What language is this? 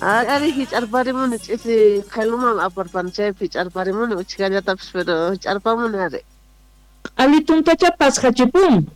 South Bolivian Quechua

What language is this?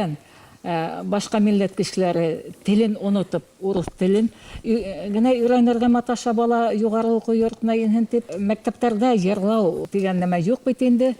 Bashkir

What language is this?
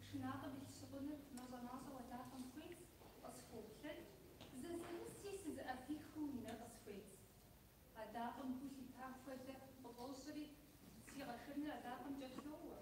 Kabardian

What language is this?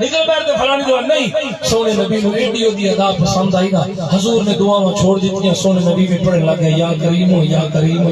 Saraiki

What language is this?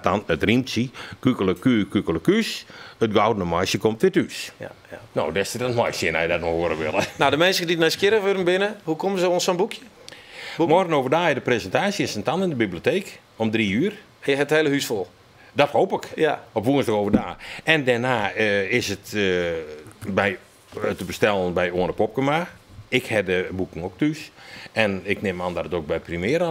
Western Frisian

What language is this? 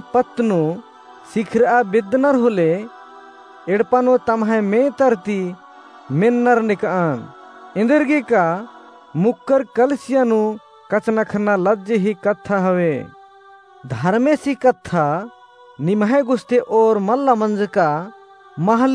Kurukh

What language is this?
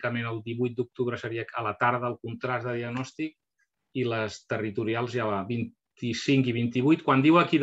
Catalan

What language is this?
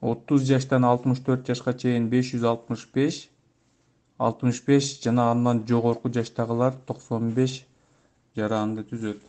Kyrgyz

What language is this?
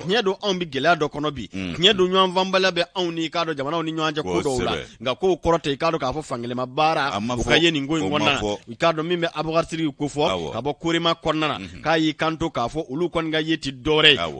Bambara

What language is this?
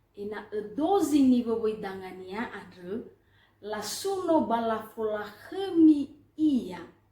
Nias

